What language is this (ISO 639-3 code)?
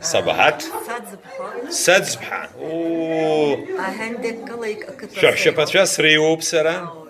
abk